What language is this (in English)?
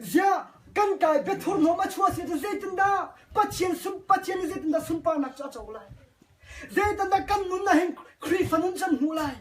Hakha Chin